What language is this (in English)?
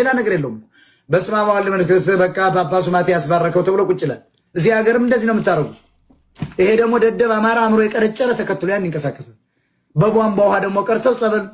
Amharic